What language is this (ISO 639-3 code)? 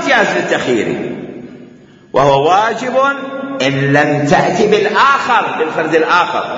acm